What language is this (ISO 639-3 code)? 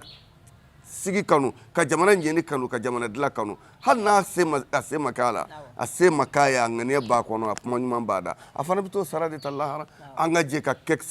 bam